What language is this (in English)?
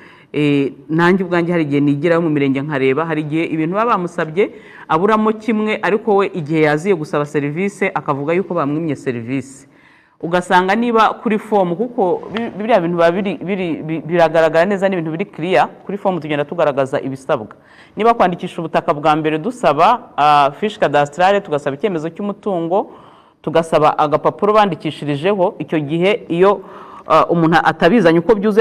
Kinyarwanda